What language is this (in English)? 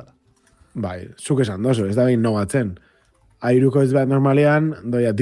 Basque